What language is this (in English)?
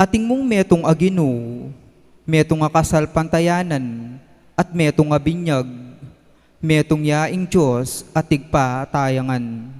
Pampanga